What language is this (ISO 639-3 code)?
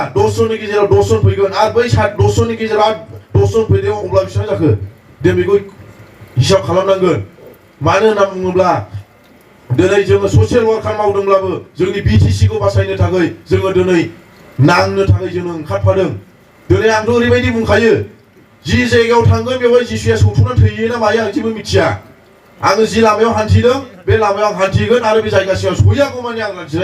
brx